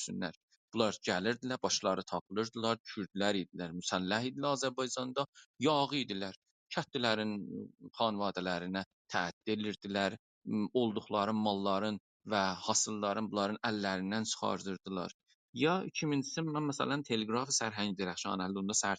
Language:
South Azerbaijani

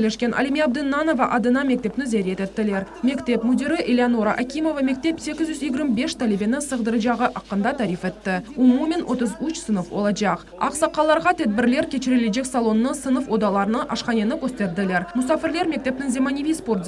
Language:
Crimean Tatar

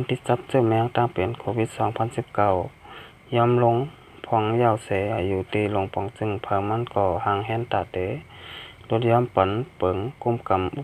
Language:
Shan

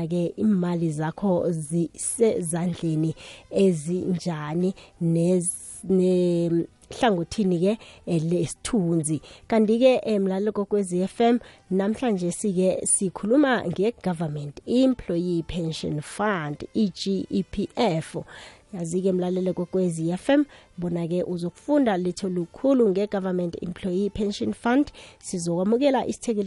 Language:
South Ndebele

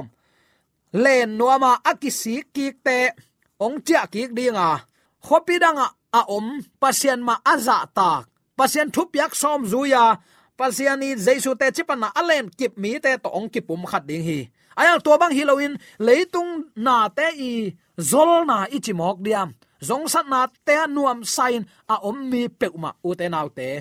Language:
Tedim Chin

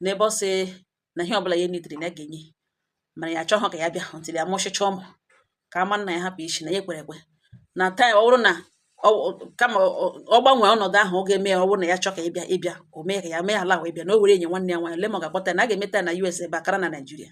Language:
Igbo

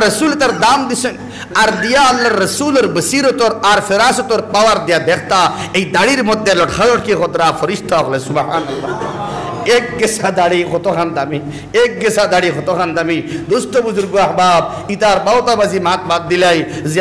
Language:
Sylheti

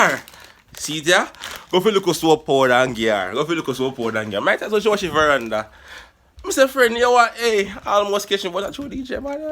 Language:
Jamaican Creole English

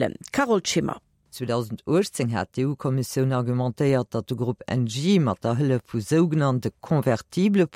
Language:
Luxembourgish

